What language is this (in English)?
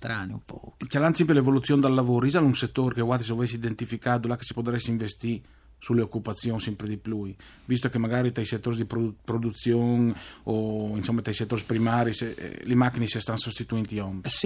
Friulian